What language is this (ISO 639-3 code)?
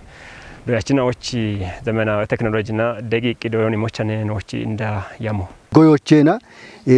kbr